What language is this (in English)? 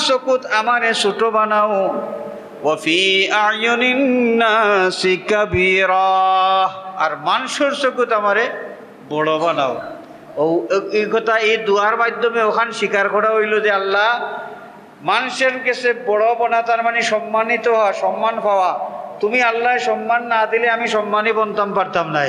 Sylheti